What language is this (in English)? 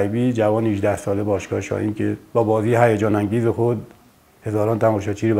Persian